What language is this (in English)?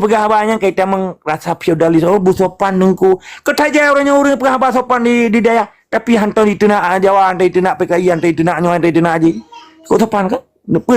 Achinese